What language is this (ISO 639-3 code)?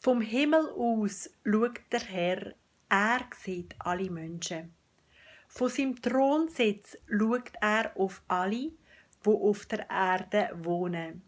gsw